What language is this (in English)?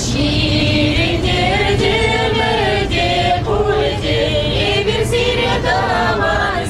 Chuvash